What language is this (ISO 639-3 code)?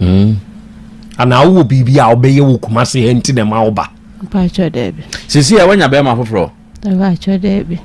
aka